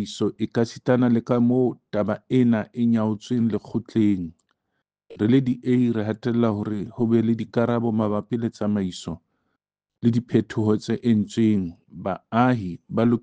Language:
Southern Sotho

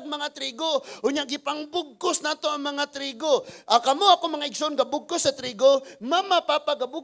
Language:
Cebuano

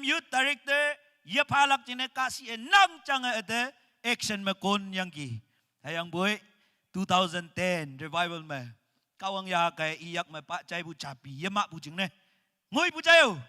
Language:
Naga Pidgin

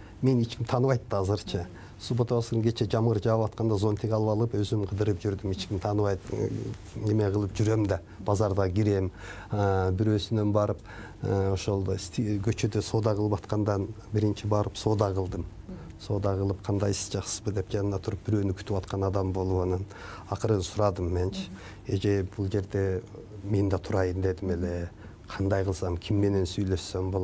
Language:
Kyrgyz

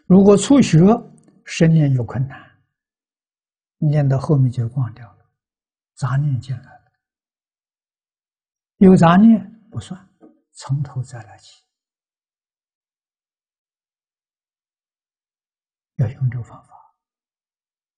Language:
Chinese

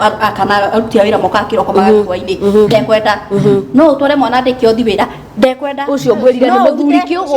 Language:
Kikuyu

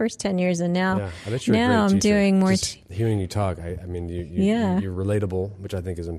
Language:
English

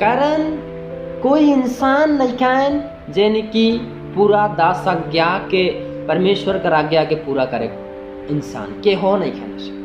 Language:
Sadri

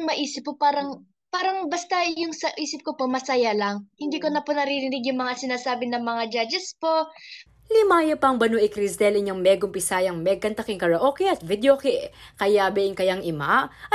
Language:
Pampanga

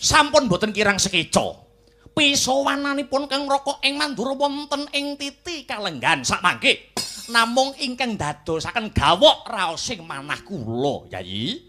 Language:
Javanese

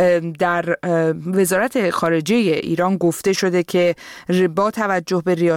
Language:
Persian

